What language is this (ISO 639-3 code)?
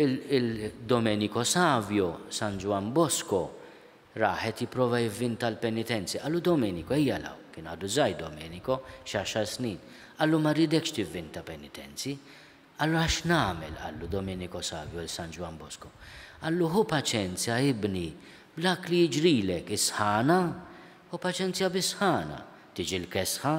mlt